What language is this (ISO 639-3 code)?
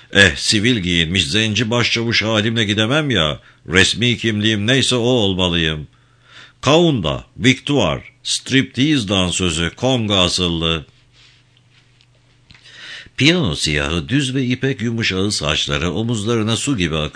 tur